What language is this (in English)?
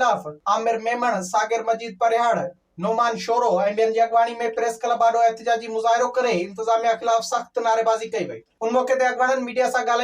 Sindhi